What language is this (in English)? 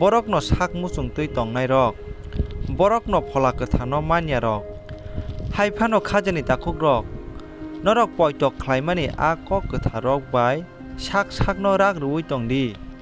Kok Borok